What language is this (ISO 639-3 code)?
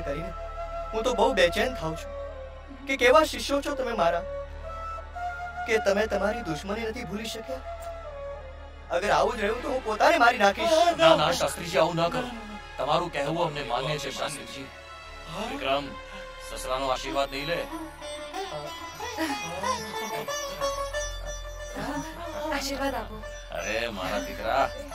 guj